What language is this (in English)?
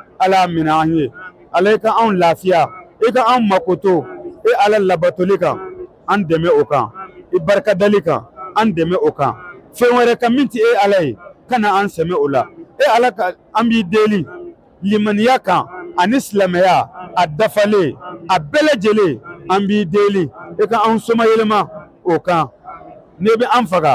Bambara